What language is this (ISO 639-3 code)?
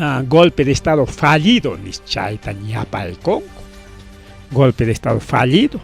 quy